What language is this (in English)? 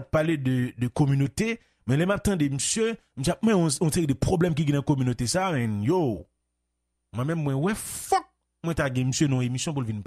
Haitian Creole